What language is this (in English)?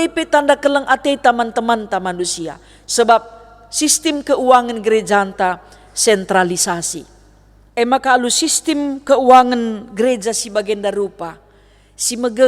Batak Karo